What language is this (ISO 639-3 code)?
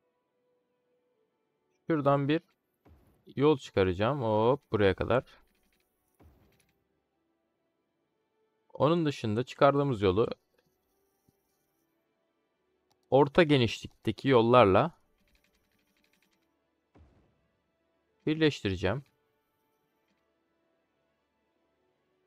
tur